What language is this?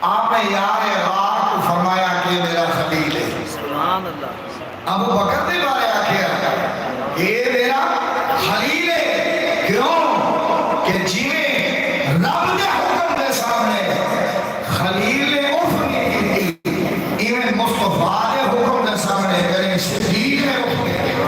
Saraiki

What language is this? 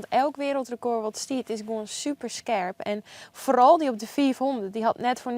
Western Frisian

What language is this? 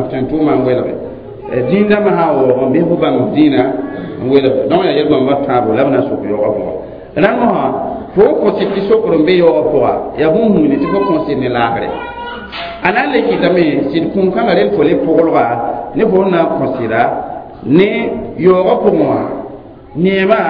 Mossi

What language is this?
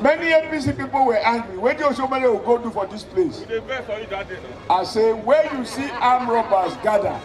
Nigerian Pidgin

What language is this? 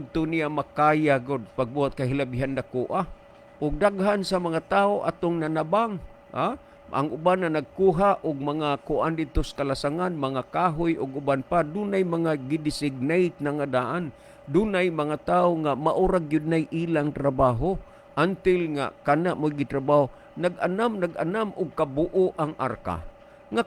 Cebuano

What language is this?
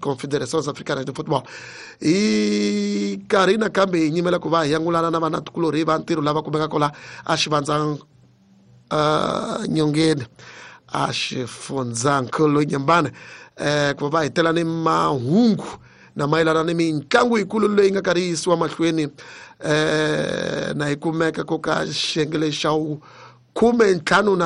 Tsonga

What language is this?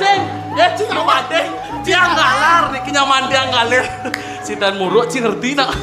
Balinese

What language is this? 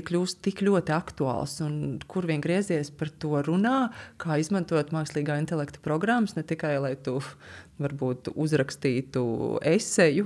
Latvian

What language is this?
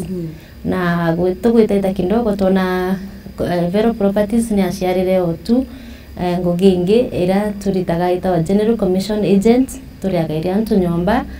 Meru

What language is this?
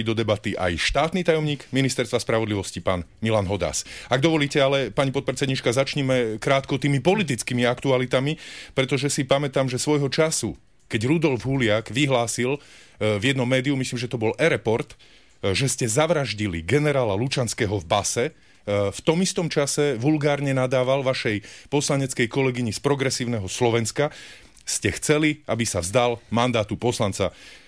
Slovak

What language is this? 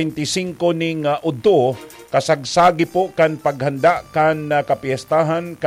Bikol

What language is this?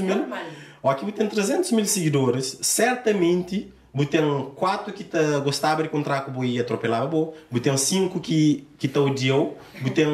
Kabuverdianu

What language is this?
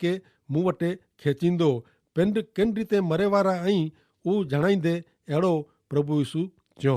Kachhi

